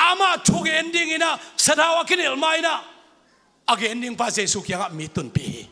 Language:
Tedim Chin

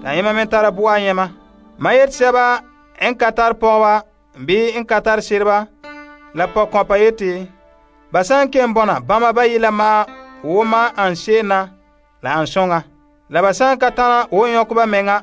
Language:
Frafra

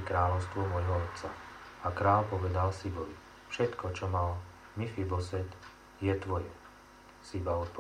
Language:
Slovak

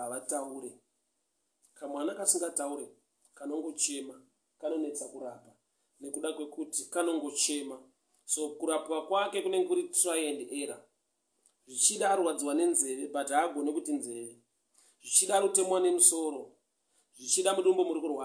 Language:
Shona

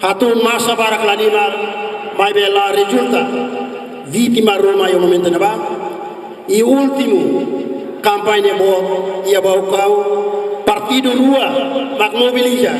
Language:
Tetum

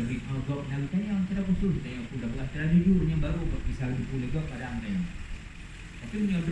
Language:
Achinese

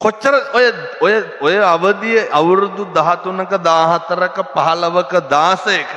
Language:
Sinhala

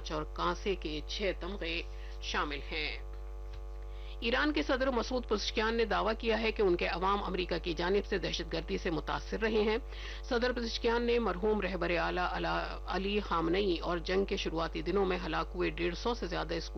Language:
Urdu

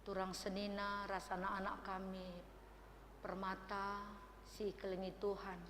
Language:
Batak Karo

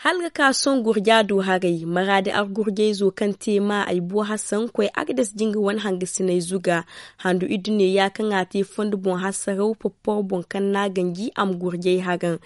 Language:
Zarma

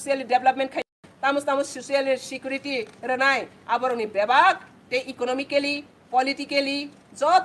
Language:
Kok Borok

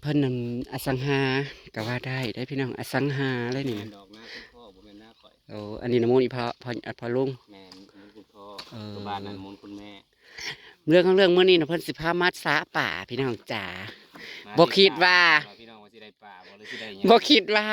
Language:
Northeastern Thai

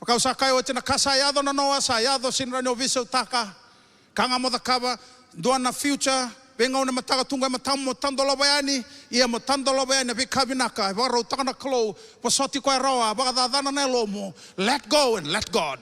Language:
Fijian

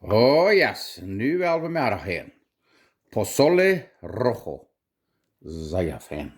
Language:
Plautdietsch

